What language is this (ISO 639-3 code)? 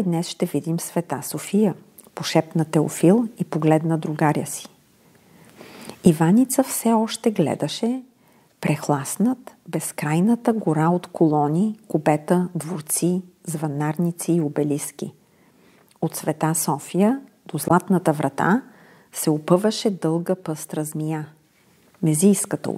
bul